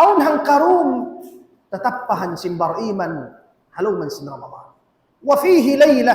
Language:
Tausug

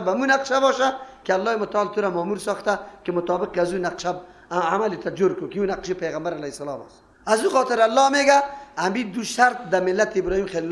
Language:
Persian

